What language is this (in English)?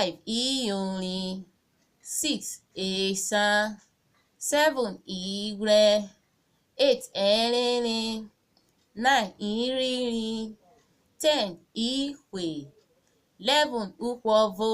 Urhobo